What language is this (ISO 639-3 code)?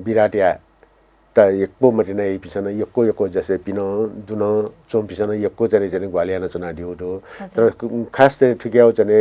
new